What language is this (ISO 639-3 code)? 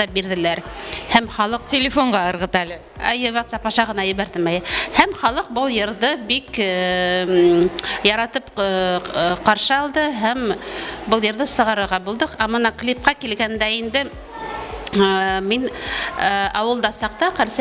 bak